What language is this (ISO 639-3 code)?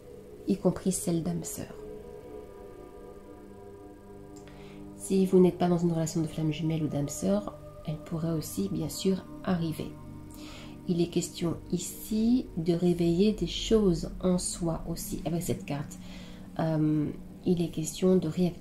fra